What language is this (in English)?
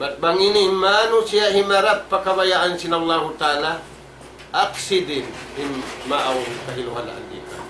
Tausug